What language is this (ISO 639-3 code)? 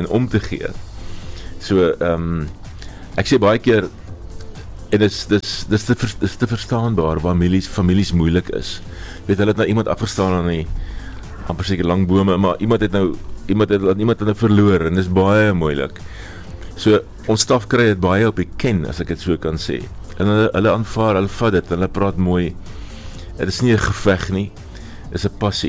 afr